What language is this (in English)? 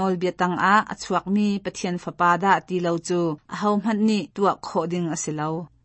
Hakha Chin